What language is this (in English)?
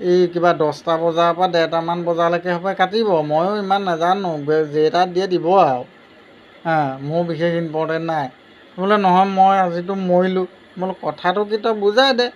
Assamese